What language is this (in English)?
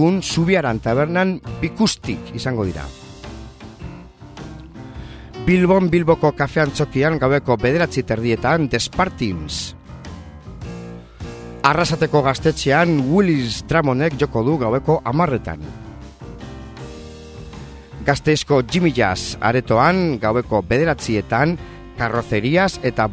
Basque